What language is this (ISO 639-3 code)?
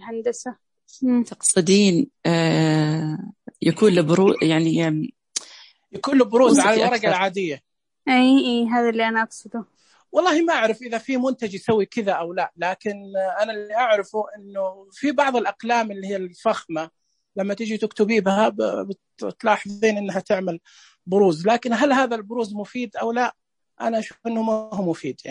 ars